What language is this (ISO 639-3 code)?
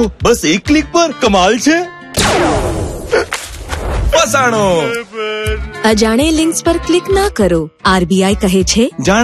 guj